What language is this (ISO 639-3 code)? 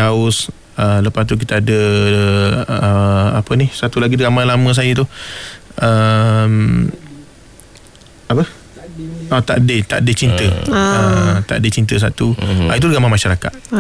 msa